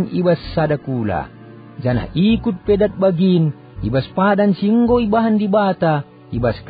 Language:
Batak Karo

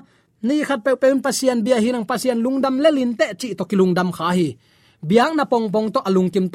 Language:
Tedim Chin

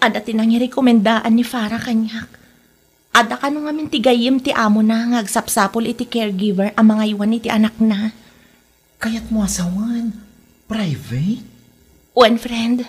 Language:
Iloko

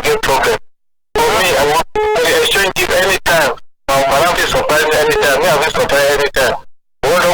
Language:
Cameroon Pidgin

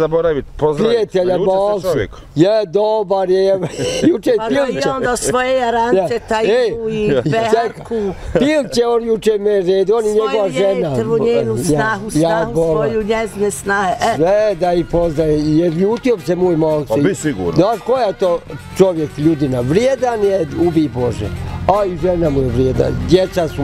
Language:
Bosnian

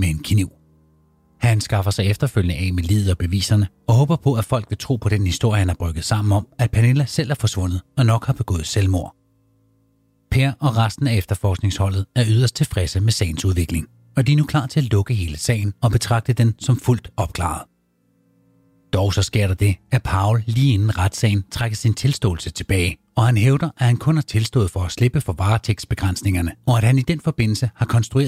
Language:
Danish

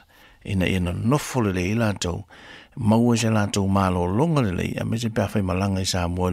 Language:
Samoan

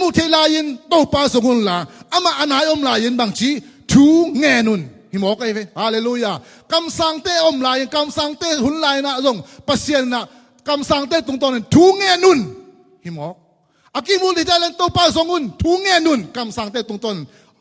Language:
Tedim Chin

